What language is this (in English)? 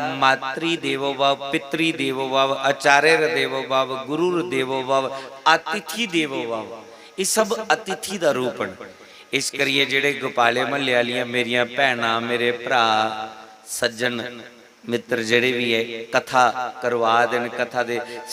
Dogri